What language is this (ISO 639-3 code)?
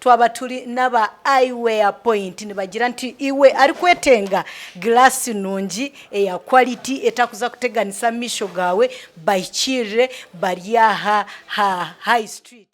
nyn